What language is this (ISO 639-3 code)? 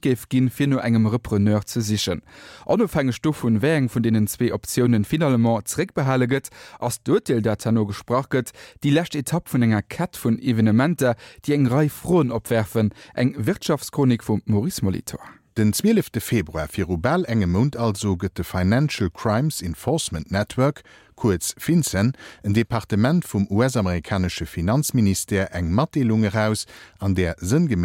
ltz